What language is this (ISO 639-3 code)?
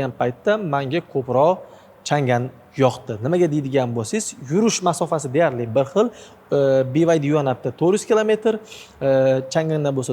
uzb